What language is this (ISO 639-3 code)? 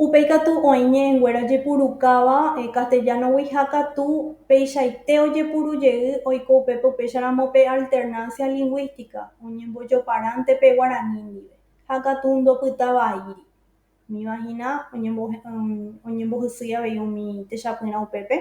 grn